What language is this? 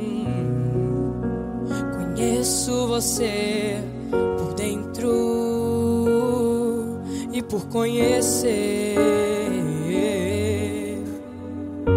Portuguese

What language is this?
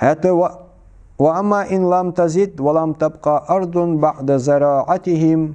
Ingush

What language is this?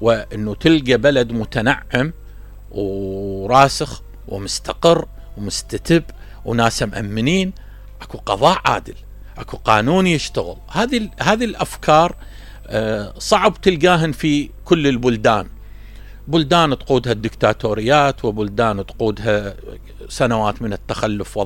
Mesopotamian Arabic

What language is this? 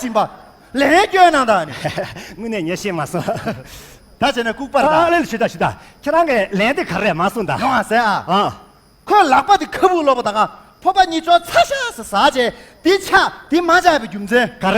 Tibetan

